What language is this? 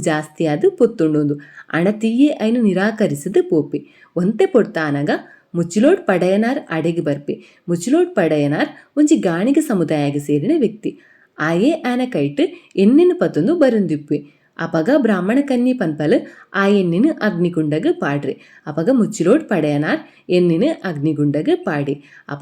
Tulu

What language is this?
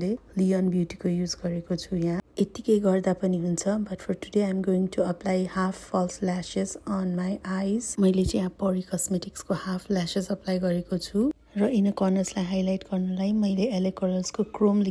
Nepali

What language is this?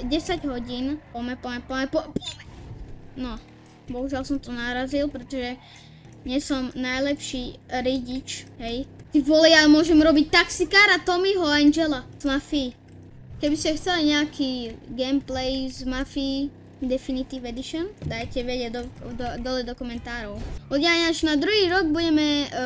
Slovak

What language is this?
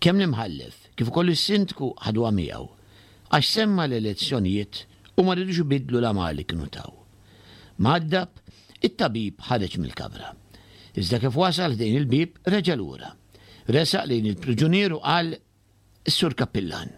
Maltese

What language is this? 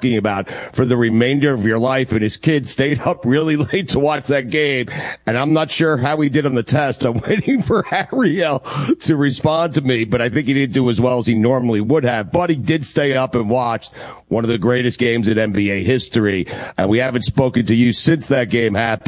English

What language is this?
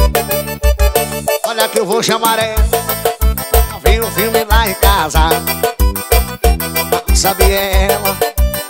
Portuguese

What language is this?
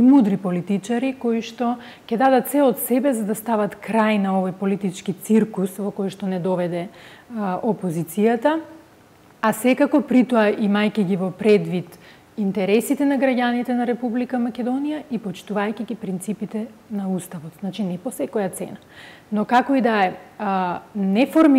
Macedonian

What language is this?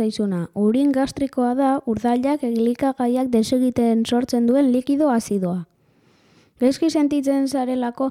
Basque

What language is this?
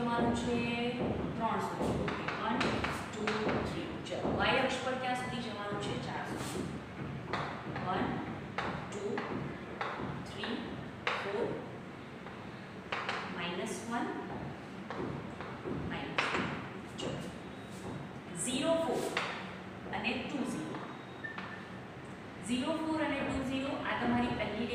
Gujarati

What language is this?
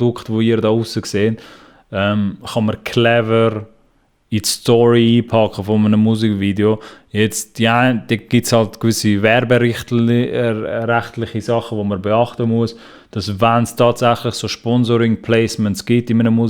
Swiss German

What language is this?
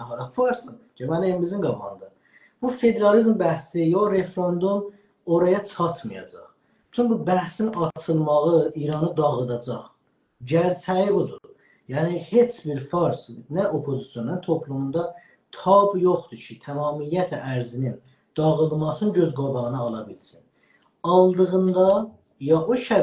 South Azerbaijani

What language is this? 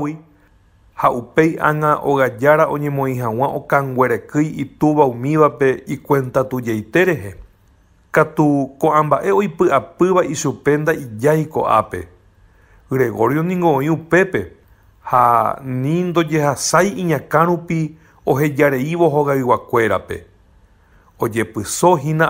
Guarani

